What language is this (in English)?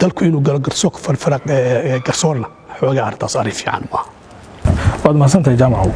Somali